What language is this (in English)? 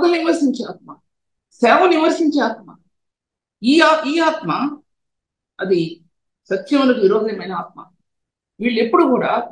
Telugu